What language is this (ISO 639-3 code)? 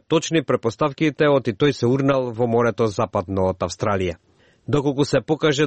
mkd